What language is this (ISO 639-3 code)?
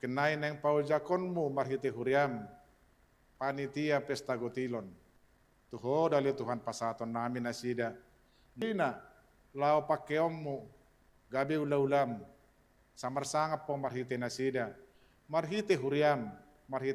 bbc